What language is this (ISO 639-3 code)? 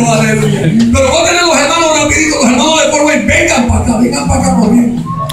spa